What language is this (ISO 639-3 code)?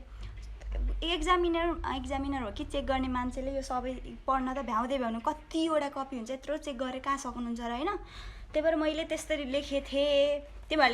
nep